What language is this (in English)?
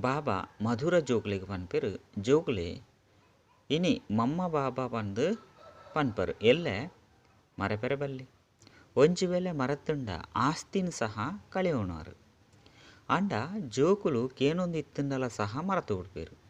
Tulu